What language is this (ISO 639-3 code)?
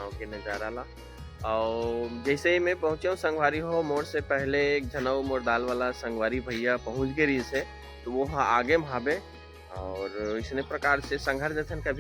hne